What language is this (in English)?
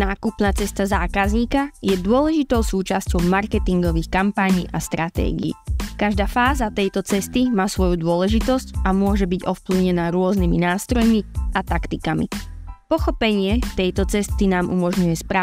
Slovak